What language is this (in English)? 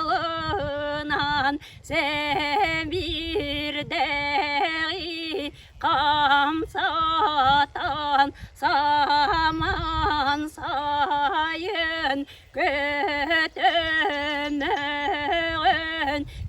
Yakut